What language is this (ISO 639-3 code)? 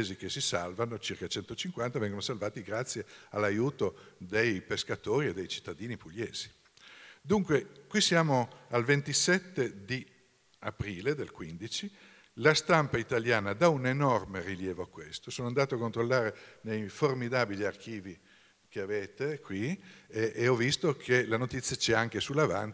ita